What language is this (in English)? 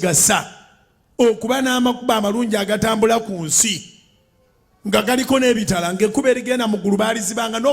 Ganda